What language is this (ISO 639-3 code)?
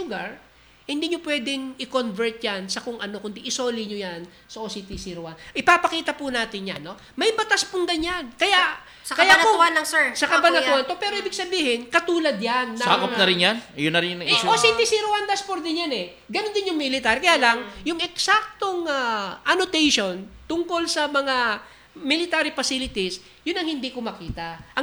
fil